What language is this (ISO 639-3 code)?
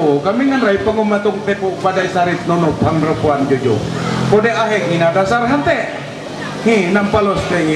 mhy